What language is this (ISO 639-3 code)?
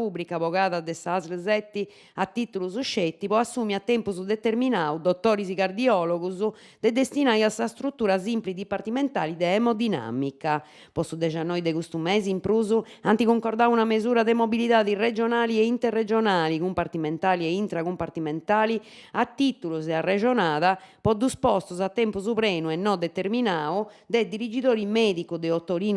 srd